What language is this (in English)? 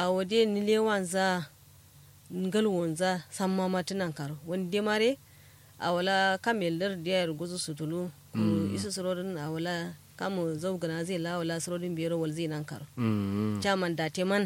Kanuri